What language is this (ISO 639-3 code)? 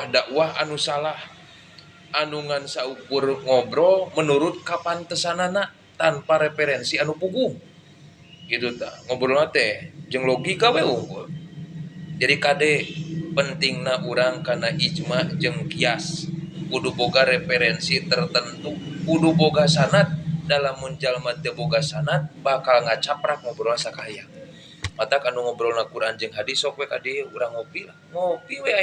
sun